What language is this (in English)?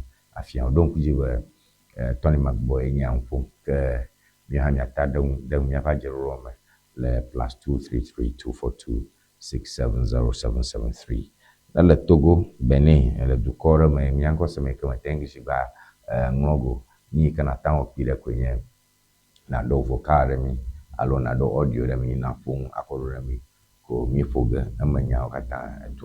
Ewe